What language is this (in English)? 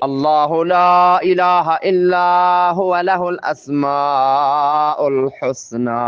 Eastern Balochi